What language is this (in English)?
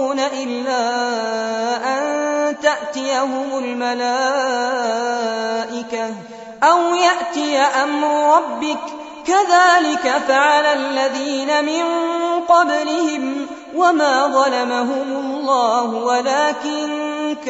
Arabic